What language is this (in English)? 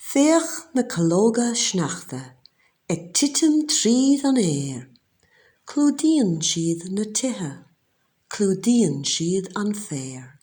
Irish